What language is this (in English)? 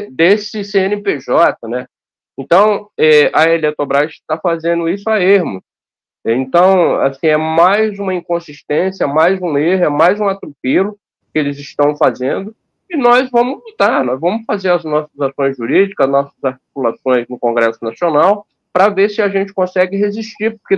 Portuguese